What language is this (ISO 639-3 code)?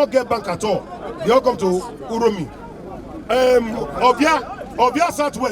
pcm